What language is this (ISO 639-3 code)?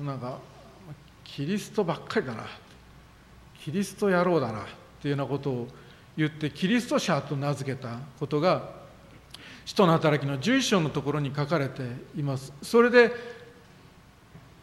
jpn